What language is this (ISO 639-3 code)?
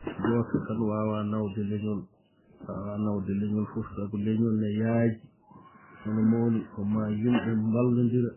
ful